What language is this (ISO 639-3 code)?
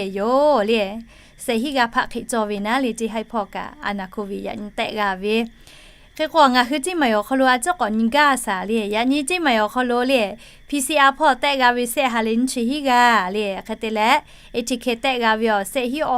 lhu